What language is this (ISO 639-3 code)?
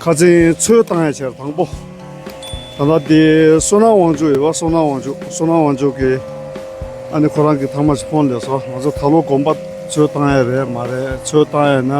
bod